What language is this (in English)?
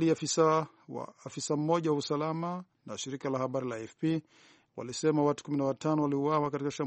Swahili